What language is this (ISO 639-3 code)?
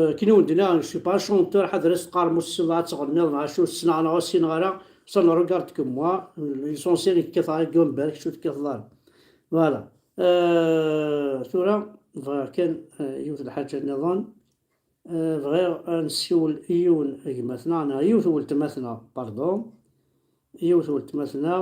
kab